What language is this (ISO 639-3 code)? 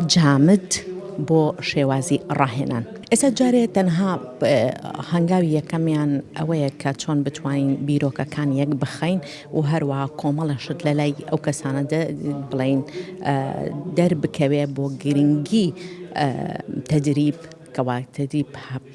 ckb